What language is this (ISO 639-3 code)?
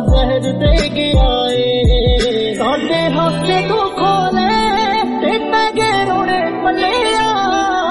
pan